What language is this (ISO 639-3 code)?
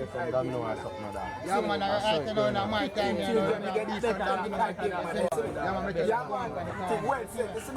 jam